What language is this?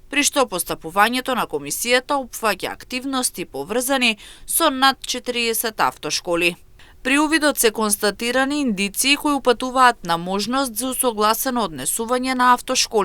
Macedonian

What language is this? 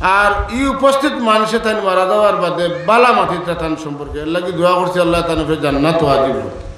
Sylheti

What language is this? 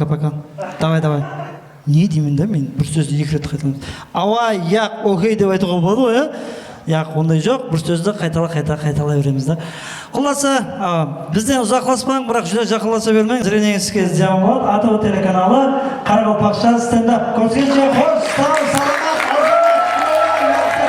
Kara-Kalpak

